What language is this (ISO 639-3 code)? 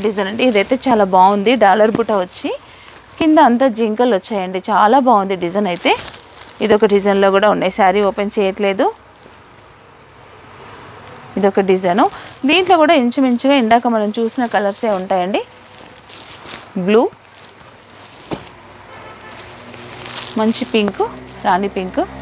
tel